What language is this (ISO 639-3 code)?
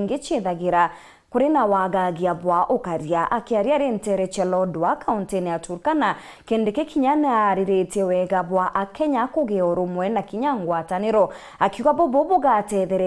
mer